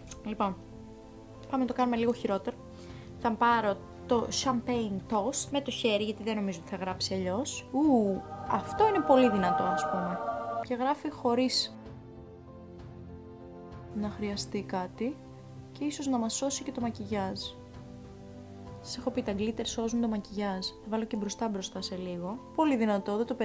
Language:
Greek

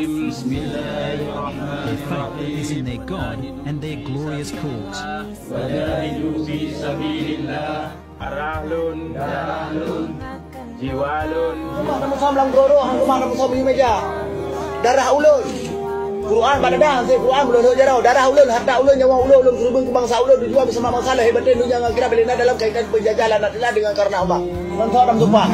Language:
Achinese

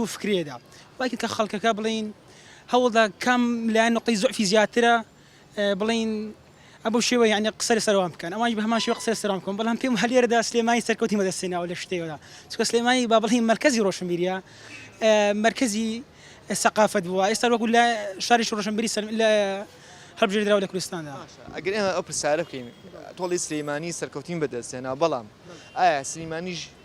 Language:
Central Kurdish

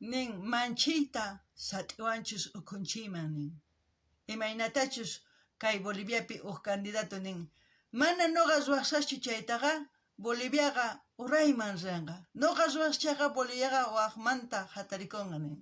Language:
South Bolivian Quechua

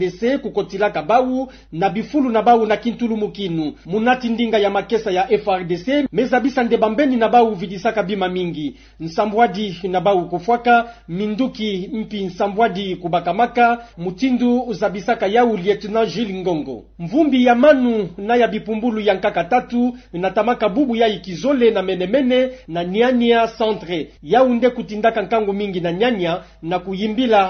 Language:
Kituba (Democratic Republic of Congo)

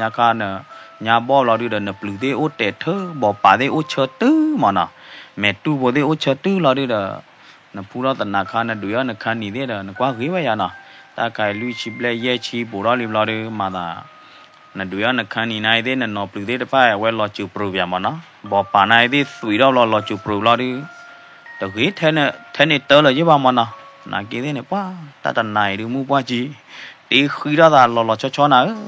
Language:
S'gaw Karen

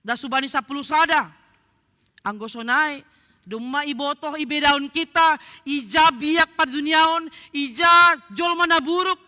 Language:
Batak Simalungun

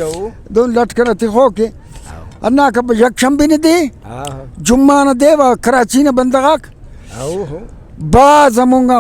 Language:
Brahui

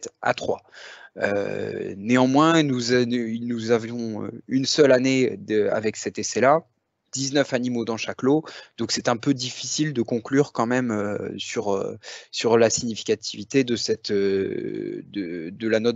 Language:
French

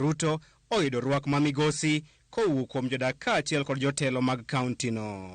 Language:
Luo (Kenya and Tanzania)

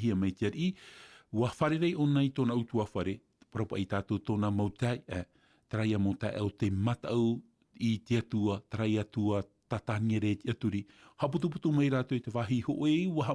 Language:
Tahitian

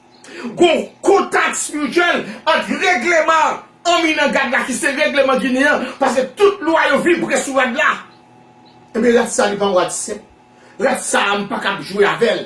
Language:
Haitian Creole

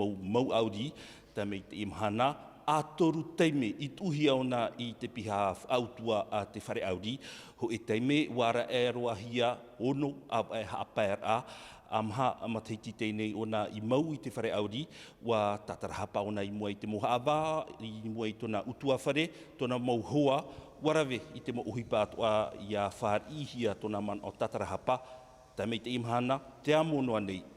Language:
Tahitian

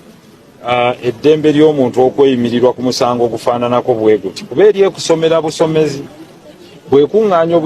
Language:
Ganda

